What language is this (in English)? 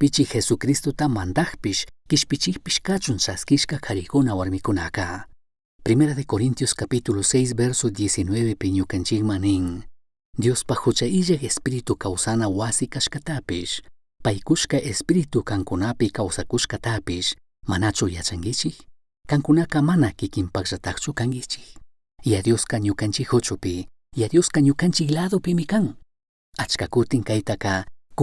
Chimborazo Highland Quichua